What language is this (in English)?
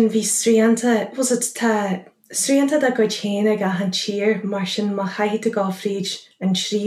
Irish